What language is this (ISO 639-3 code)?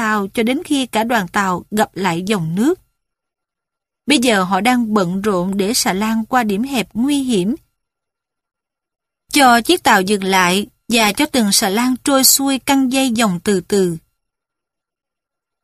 vie